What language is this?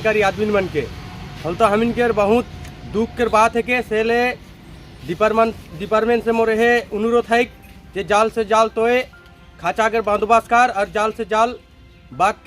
Sadri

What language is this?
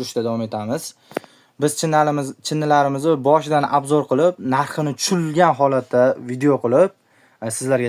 Uzbek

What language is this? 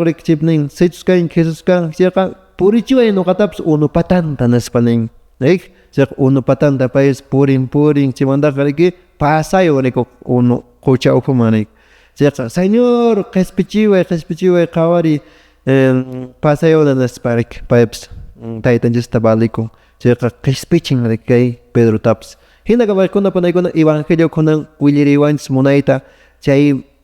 Quechua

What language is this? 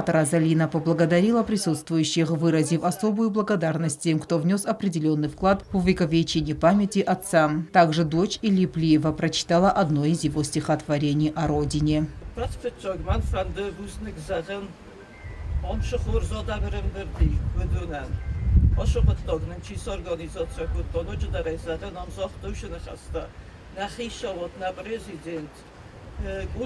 Ossetic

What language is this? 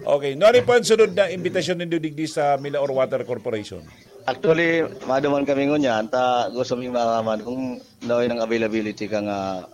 Bikol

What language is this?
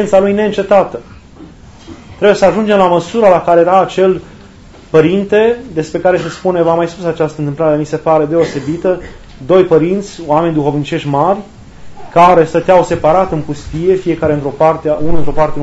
Romanian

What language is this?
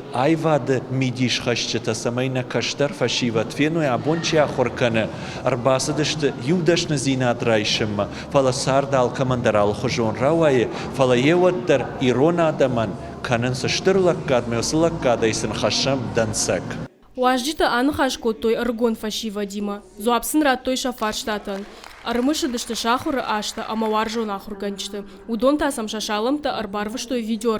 Ossetic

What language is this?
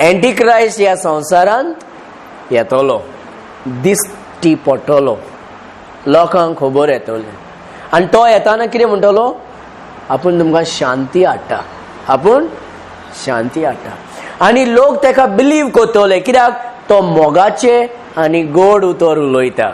Konkani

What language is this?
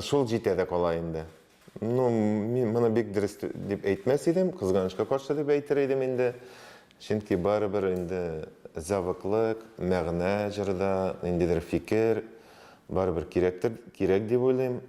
Tatar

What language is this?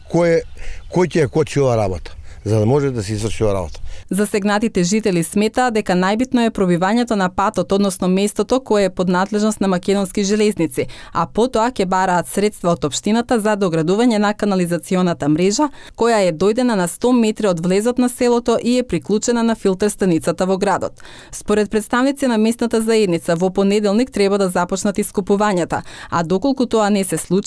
Macedonian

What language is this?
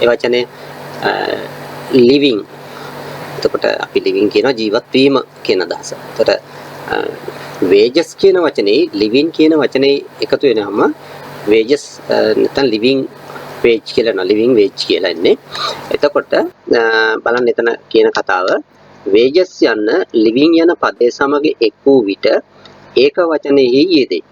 Sinhala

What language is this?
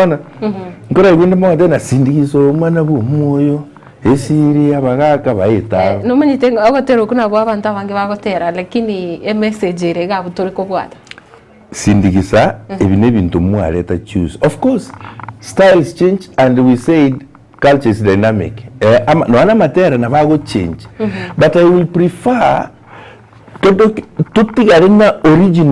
Gusii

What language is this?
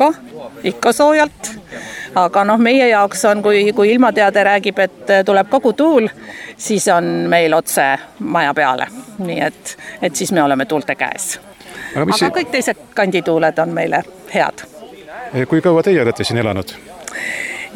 Estonian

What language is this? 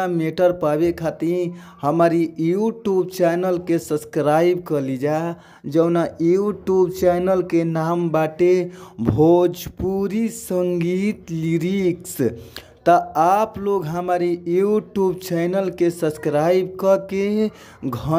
Bhojpuri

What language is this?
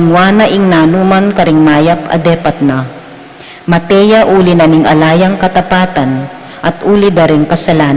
Pampanga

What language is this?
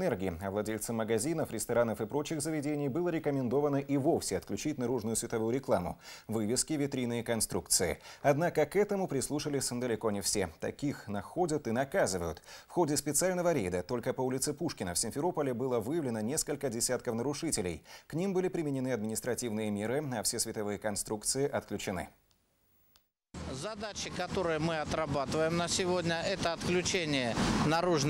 Russian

